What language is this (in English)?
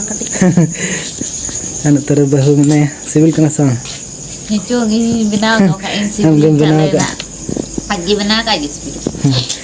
Santali